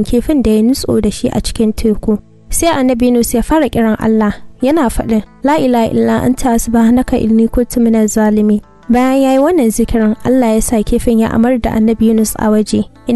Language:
Hausa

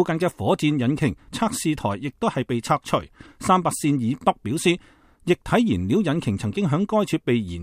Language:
Cantonese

